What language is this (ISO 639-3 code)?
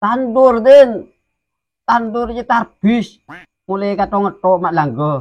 mad